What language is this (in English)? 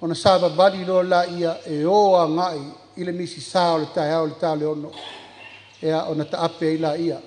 Samoan